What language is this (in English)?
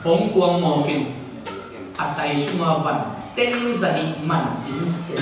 Tedim Chin